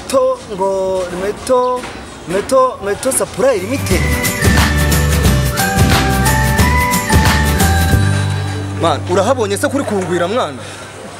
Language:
Kinyarwanda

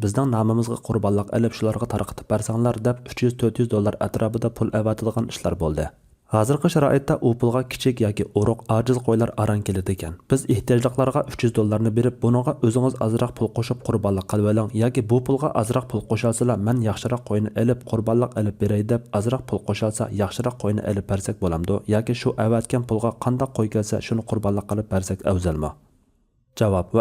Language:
Uyghur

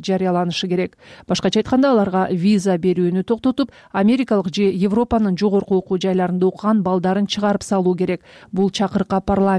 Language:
Kyrgyz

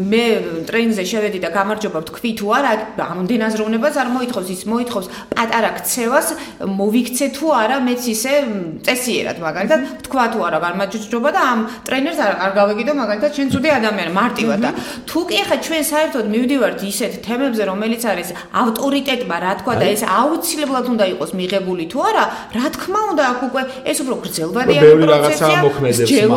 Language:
Georgian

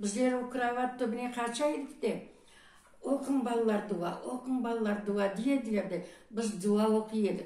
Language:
Crimean Tatar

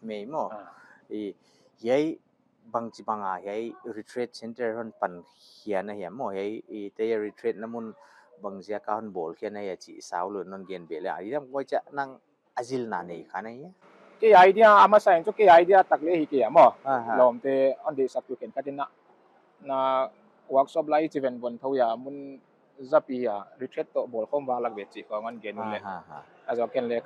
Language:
Paite Chin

